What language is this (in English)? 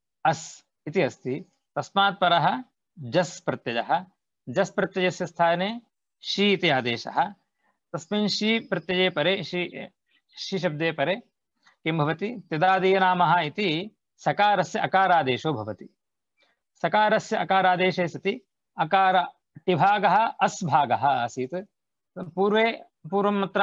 Sanskrit